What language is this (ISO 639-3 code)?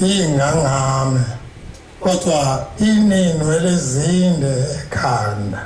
zul